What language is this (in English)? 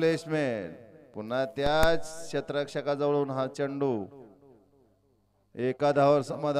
Marathi